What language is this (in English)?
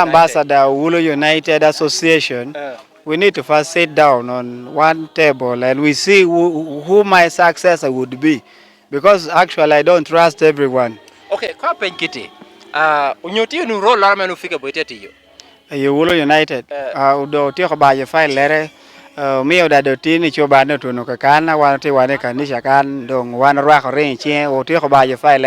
Lango (Uganda)